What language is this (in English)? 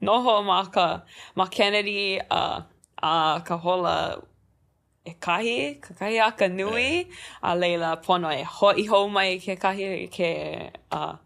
Hawaiian